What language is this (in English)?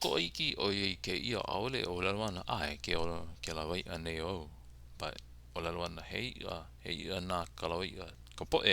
Hawaiian